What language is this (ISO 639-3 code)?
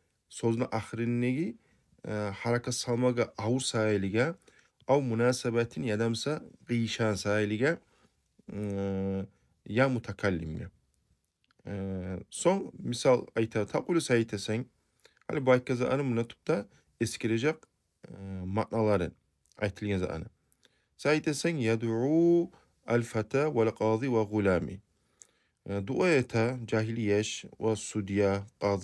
kum